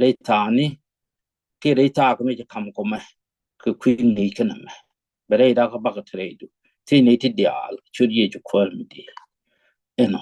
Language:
Nuer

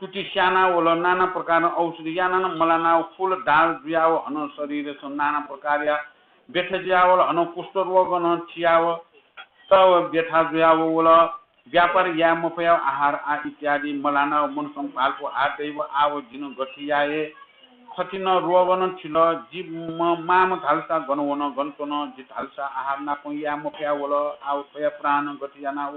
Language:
Newari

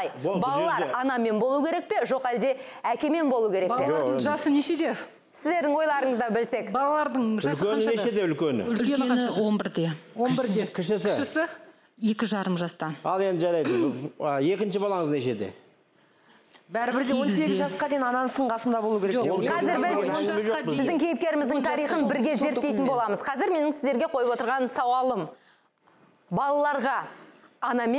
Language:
Kazakh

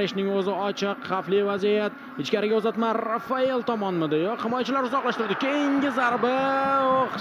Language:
Uzbek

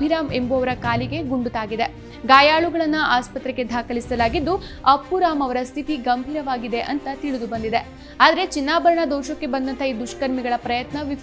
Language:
Kannada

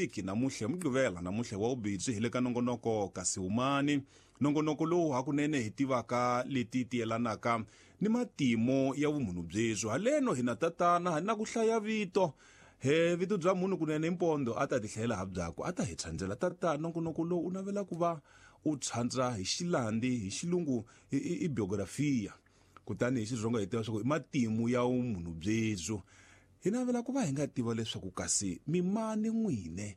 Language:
Tsonga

